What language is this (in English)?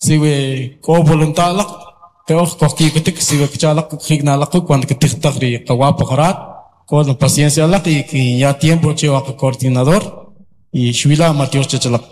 Kʼicheʼ